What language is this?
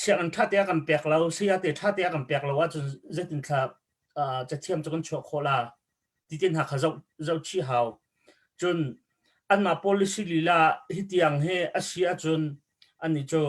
Hakha Chin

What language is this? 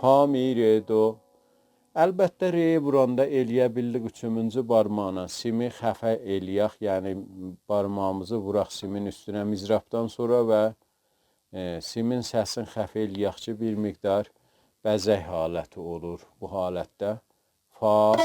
South Azerbaijani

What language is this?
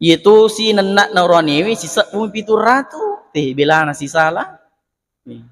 Buginese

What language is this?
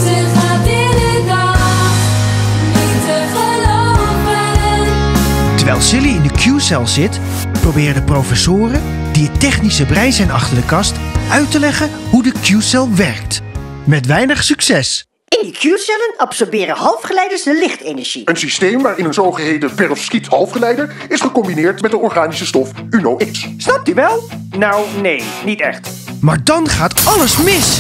Dutch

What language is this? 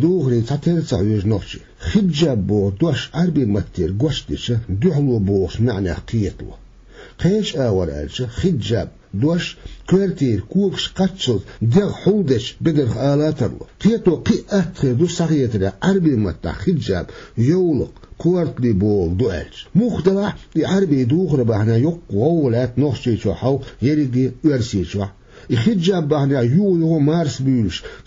Chechen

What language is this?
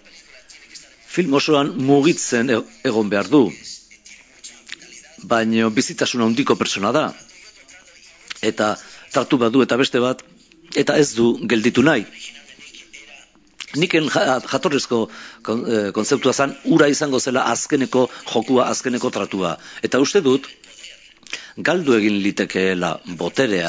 Basque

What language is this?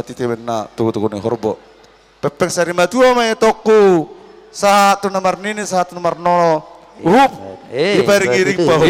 Batak Toba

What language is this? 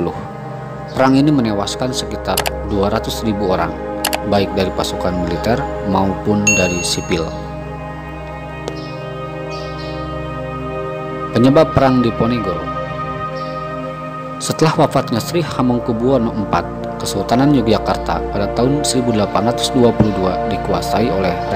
Indonesian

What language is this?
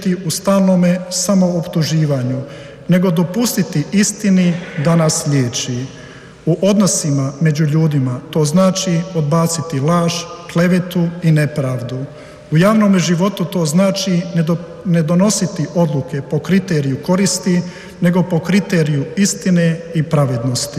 Croatian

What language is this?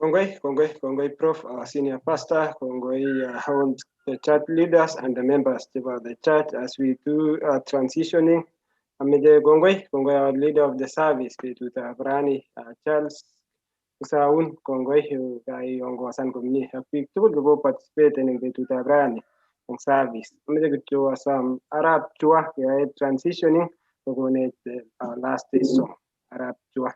Kalenjin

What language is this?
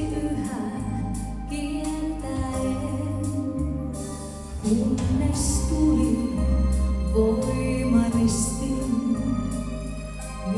Finnish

